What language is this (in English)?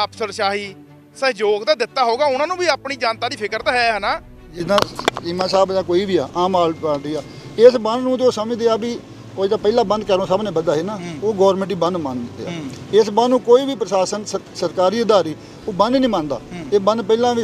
Punjabi